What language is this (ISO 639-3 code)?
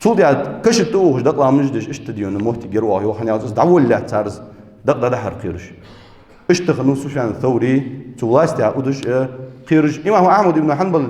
inh